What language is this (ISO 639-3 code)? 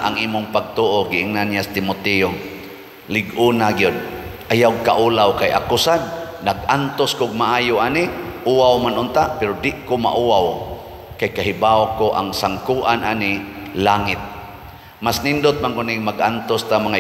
ceb